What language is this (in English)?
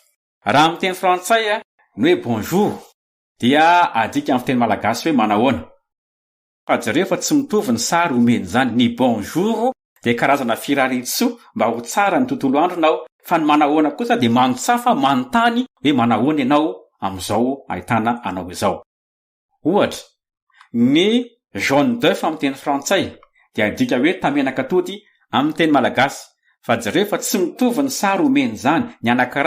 Malagasy